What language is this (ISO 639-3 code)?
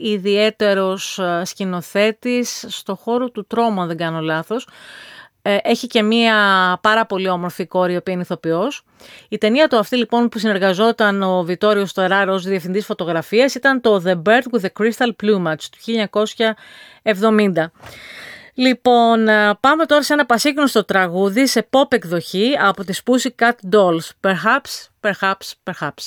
ell